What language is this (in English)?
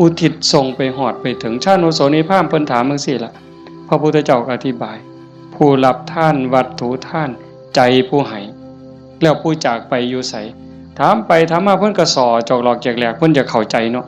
Northeastern Thai